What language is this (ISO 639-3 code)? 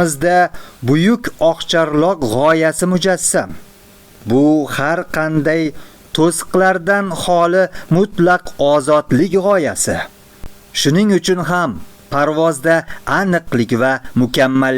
uzb